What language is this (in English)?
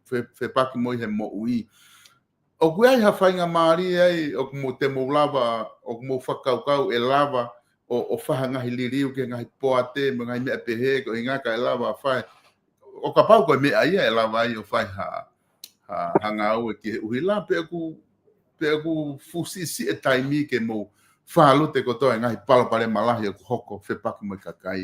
Tongan